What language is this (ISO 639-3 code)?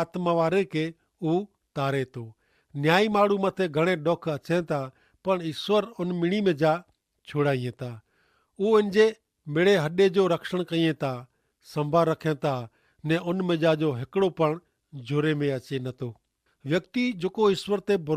kfr